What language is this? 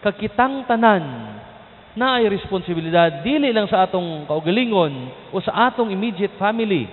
Cebuano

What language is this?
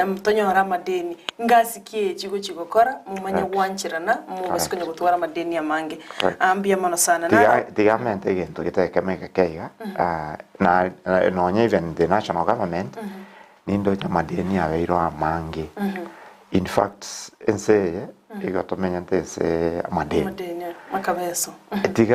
Gusii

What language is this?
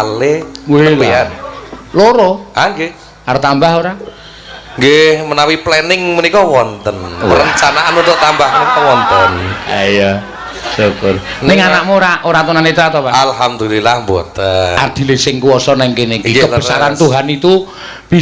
Javanese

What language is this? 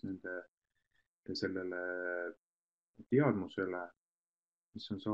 Estonian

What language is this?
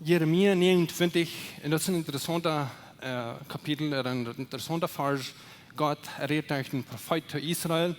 Plautdietsch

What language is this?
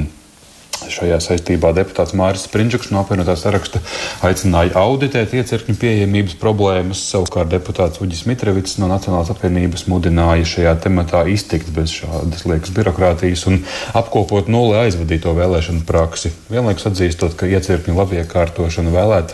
Latvian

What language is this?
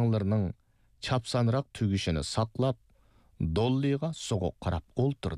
Uyghur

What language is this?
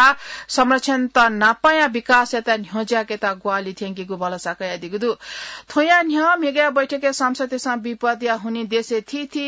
Newari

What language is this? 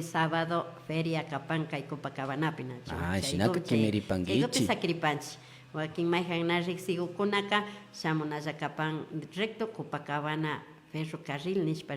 Imbabura Highland Quichua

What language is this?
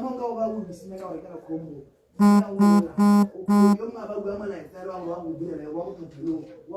Tswana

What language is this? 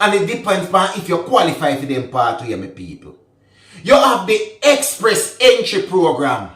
Jamaican Creole English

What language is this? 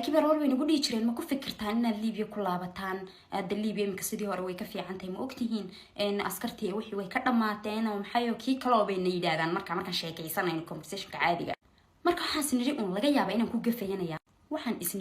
Somali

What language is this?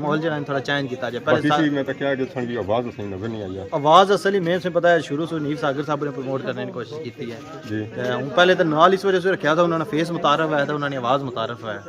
Pahari-Potwari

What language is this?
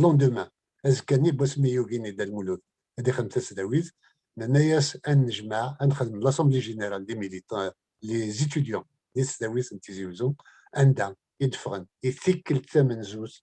Kabyle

